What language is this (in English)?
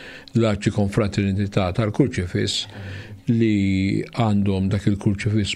Maltese